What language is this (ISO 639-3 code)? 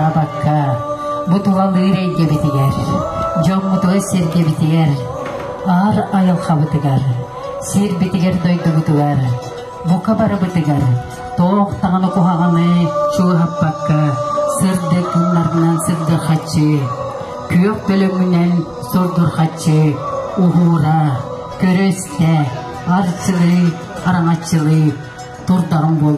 sah